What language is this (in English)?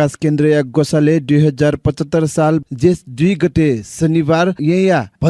Newari